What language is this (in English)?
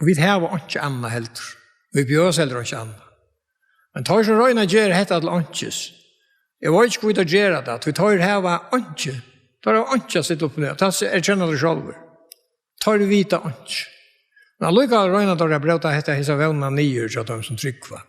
Faroese